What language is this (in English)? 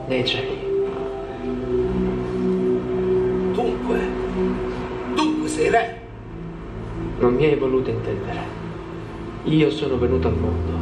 Italian